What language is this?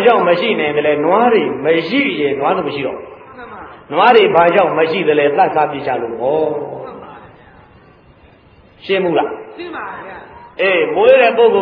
Burmese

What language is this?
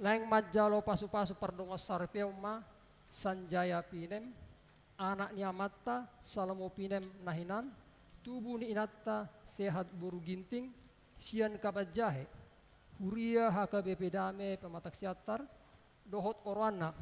Batak Toba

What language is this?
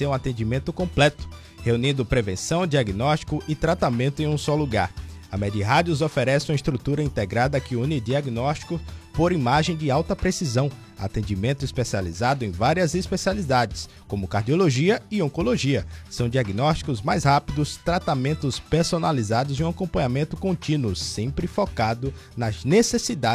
Portuguese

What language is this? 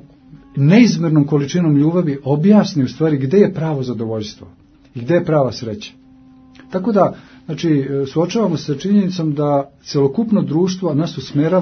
Serbian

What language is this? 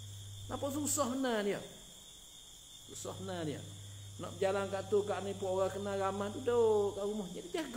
Malay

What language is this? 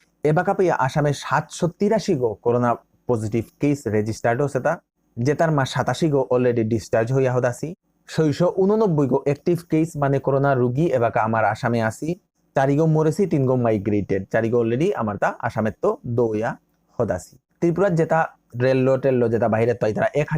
Bishnupriya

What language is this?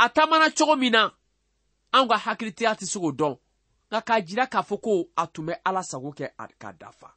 Bambara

